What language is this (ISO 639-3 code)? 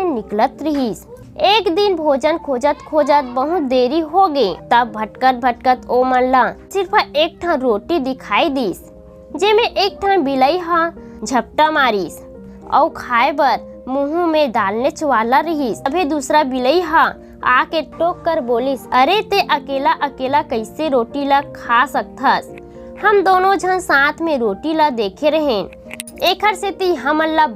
hne